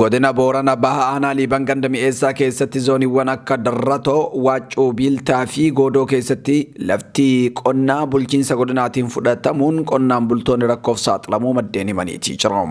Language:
Oromo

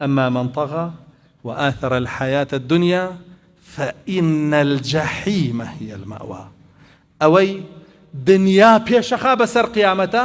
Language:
Central Kurdish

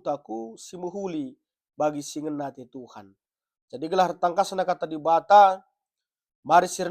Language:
Batak Karo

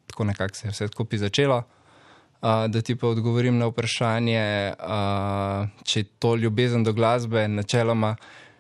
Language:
Slovenian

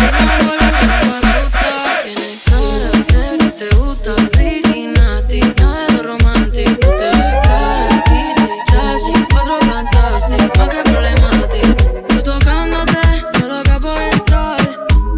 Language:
Spanish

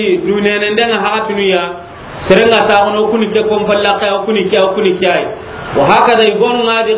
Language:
Soninke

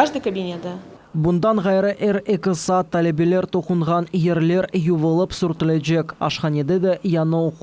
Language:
Crimean Tatar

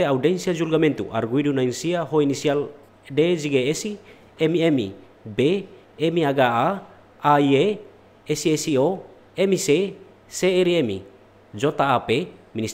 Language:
Tetum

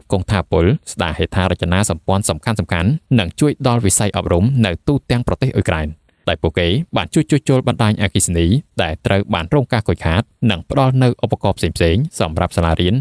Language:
Khmer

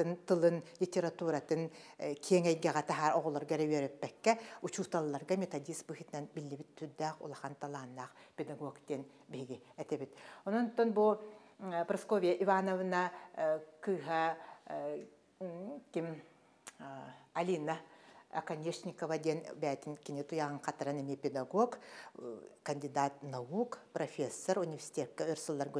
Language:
Yakut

